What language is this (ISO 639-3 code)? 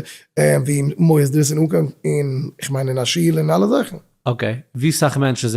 yid